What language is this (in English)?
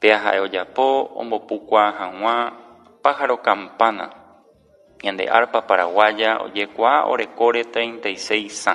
Guarani